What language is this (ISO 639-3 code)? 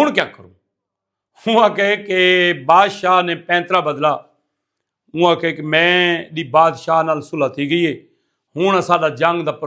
skr